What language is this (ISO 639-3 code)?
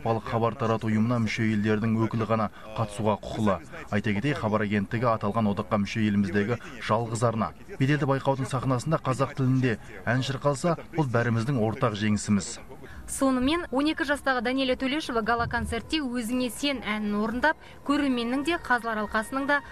kaz